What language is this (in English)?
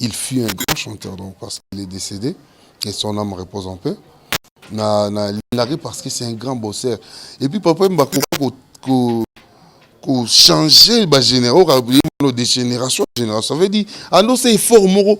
Lingala